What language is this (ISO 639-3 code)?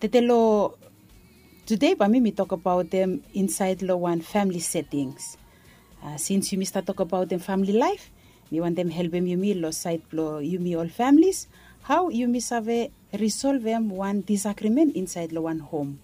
bis